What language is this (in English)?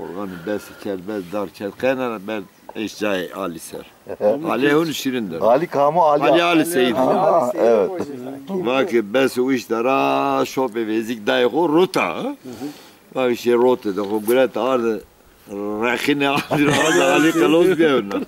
Zaza